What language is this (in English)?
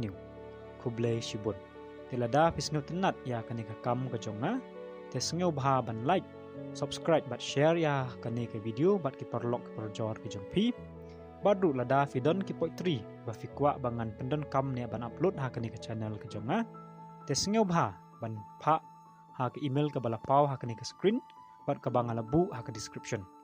Khasi